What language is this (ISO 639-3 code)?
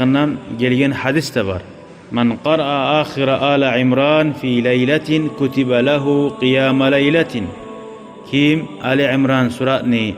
kum